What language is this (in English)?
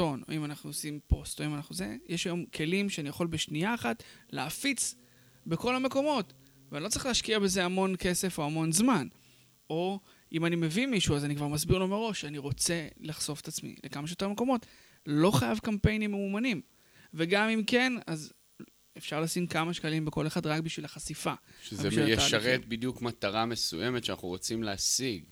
Hebrew